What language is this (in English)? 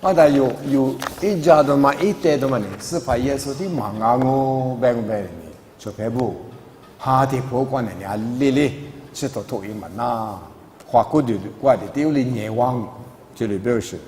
Lisu